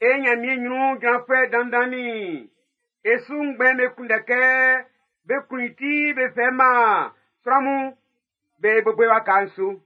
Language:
Baoulé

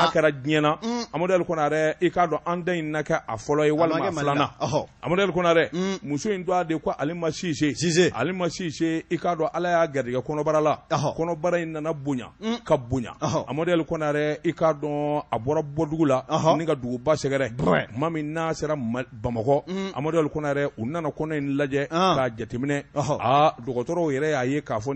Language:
Bambara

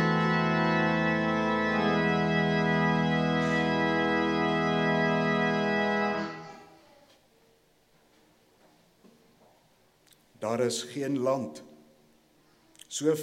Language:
Afrikaans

